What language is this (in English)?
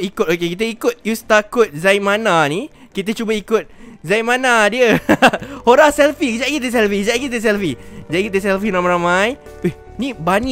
Malay